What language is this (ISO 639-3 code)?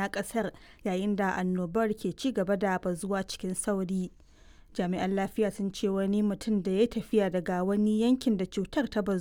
hau